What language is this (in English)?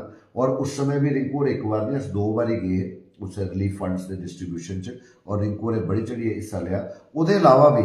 Dogri